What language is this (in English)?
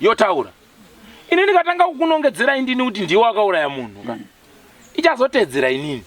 Shona